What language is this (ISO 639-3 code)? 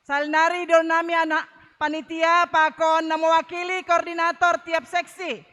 bts